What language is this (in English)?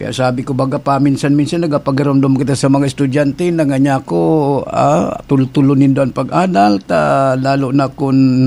Bikol